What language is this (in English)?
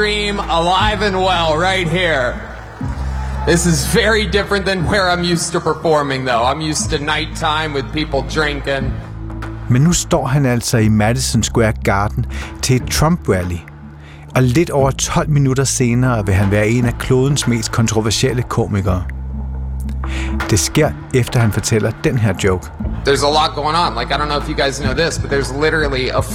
Danish